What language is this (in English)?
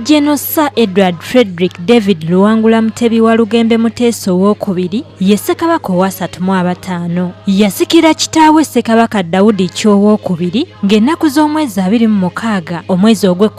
Ganda